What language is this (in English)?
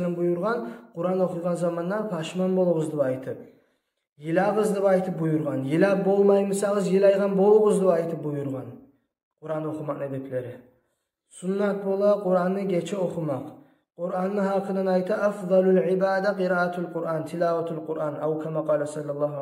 Kumyk